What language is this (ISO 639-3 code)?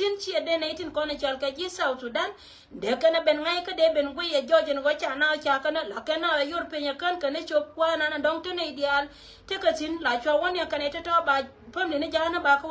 nus